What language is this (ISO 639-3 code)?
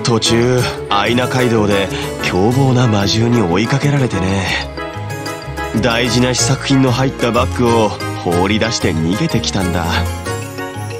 jpn